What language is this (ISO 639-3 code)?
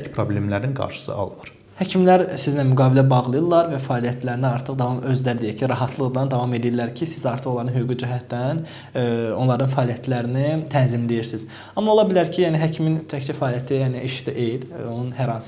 aze